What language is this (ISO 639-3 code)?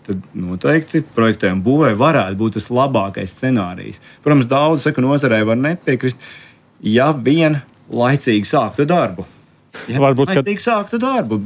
lav